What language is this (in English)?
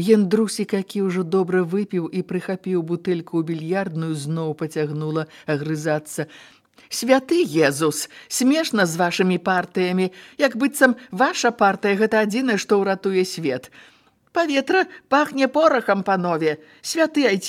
Belarusian